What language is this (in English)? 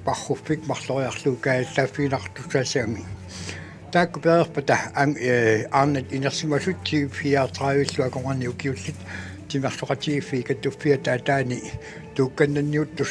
Kalaallisut